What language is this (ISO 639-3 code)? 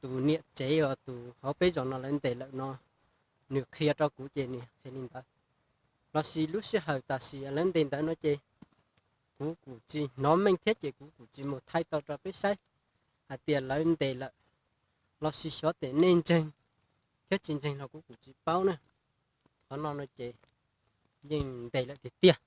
hmn